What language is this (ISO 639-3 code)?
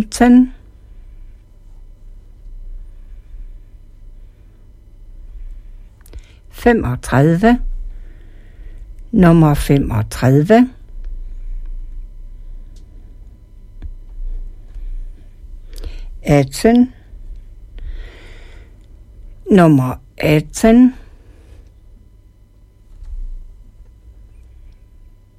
dan